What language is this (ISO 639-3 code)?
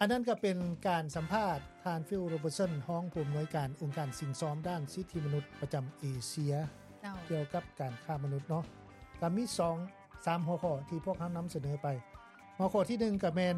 lao